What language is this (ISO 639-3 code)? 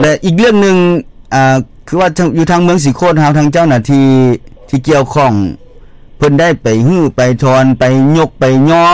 lao